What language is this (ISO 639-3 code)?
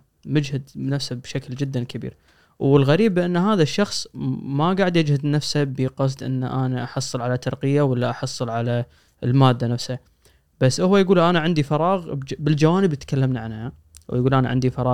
afb